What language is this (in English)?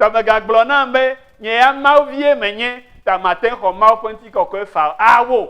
Ewe